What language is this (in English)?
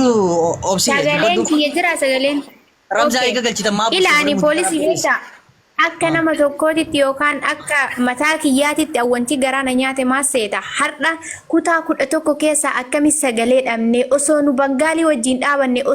Oromo